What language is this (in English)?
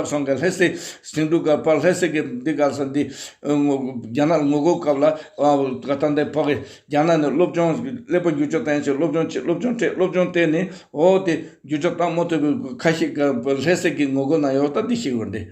Tibetan